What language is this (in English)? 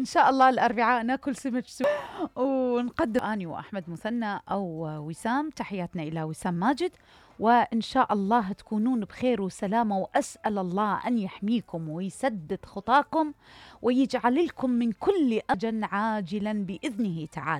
Mesopotamian Arabic